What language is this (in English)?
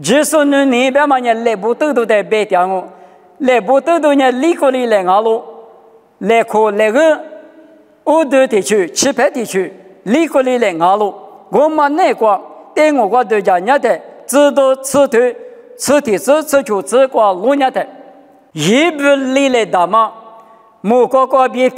Lisu